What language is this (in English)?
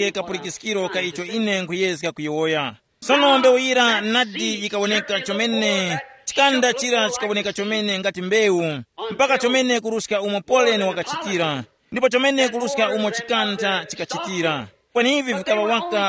Tumbuka